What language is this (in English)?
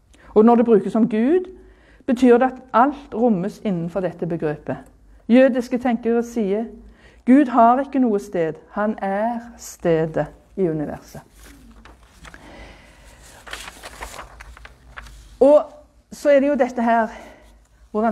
Norwegian